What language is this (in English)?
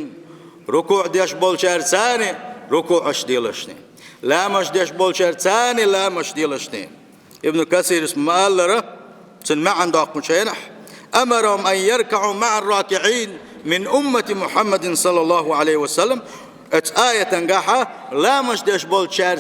Chechen